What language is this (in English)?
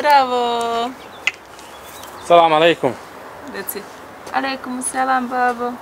Bosnian